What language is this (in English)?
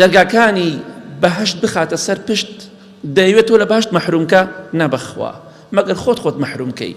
Central Kurdish